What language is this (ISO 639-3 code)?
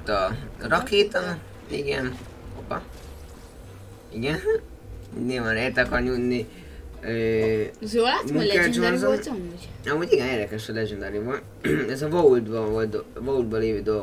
hun